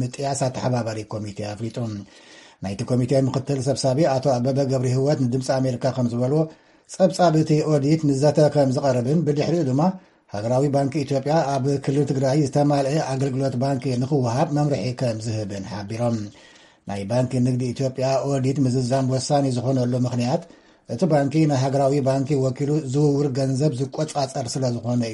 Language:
Tigrinya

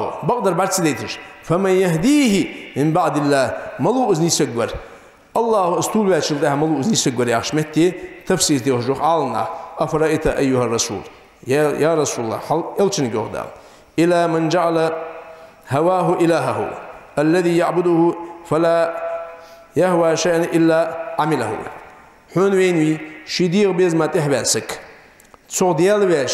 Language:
Ingush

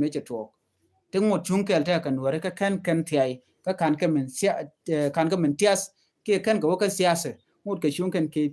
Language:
Nuer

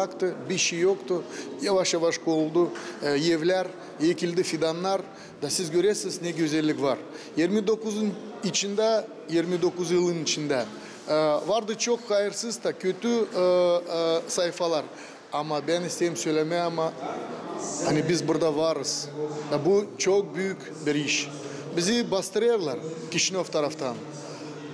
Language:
Gagauz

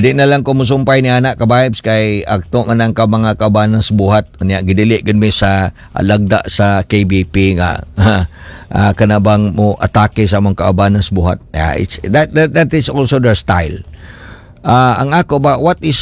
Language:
Cebuano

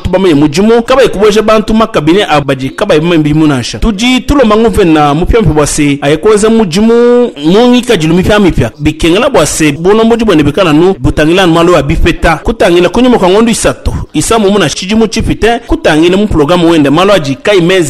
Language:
Luba-Lulua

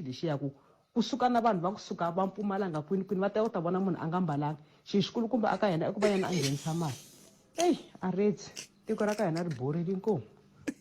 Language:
Tsonga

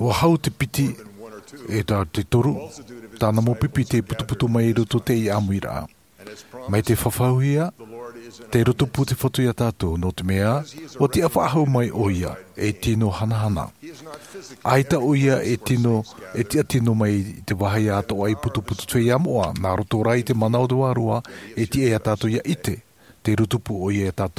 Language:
Tahitian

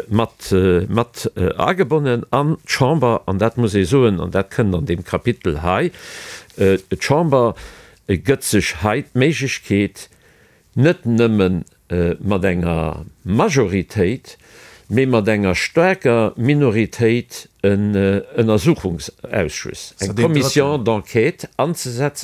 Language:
Luxembourgish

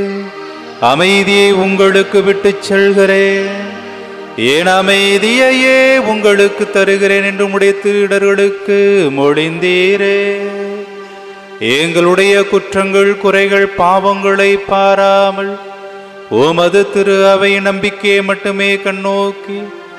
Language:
Tamil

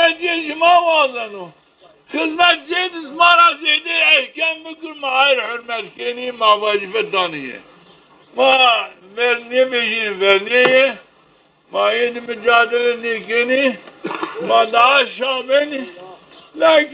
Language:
Zaza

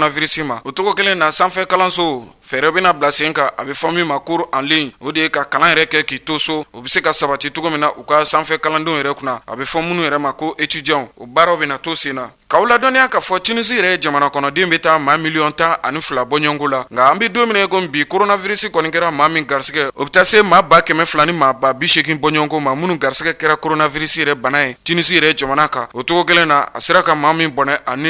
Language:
Bambara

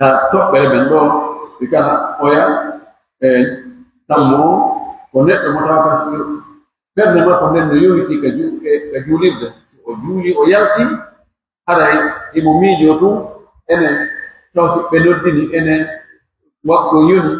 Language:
Pular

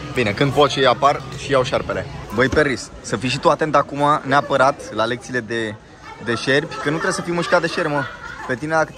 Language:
Romanian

